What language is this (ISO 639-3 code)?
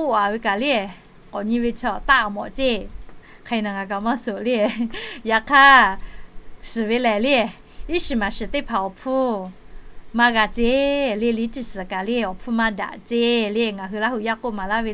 lhu